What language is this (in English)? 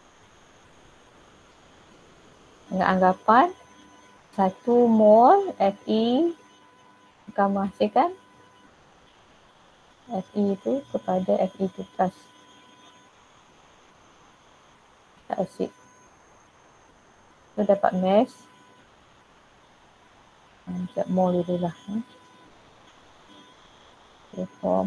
Malay